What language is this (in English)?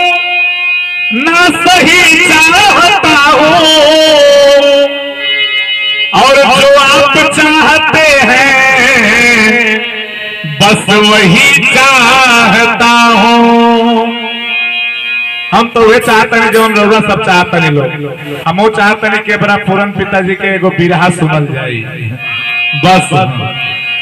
Bhojpuri